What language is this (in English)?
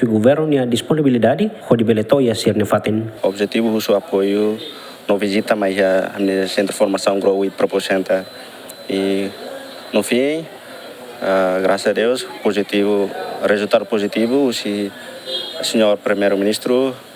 Tetum